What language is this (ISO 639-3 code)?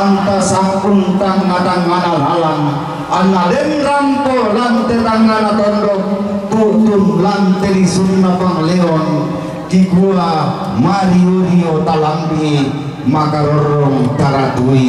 sda